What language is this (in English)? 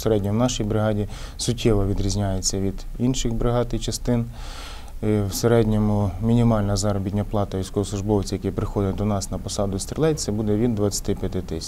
Ukrainian